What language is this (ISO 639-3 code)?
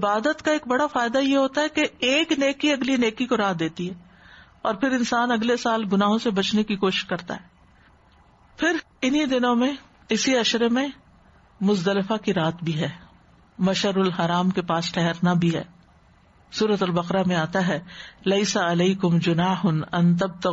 urd